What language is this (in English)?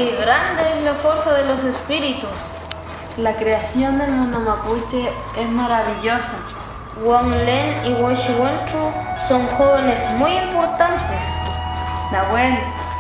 Mapuche